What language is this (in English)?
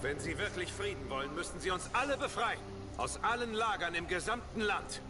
Swiss German